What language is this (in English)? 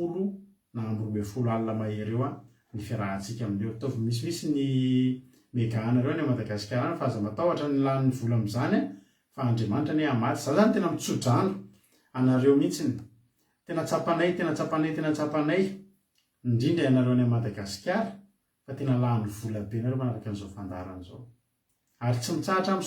Malagasy